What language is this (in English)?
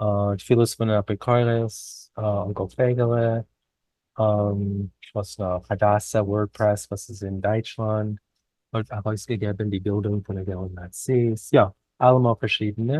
Yiddish